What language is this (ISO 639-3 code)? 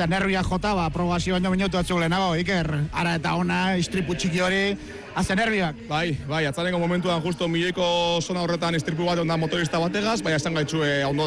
eus